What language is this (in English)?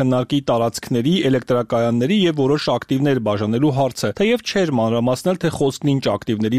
Armenian